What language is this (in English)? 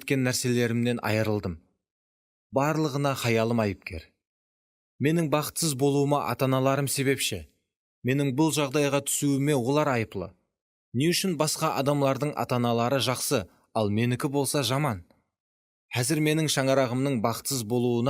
Kara-Kalpak